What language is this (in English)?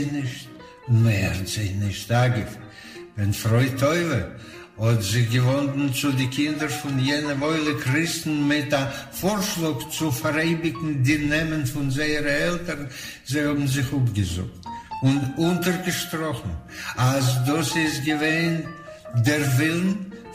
Yiddish